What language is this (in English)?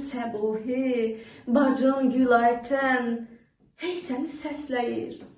Azerbaijani